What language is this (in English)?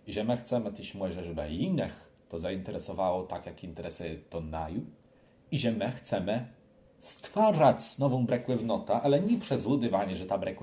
Kashubian